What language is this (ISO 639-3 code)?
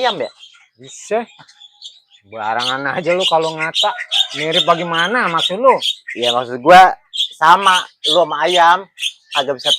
bew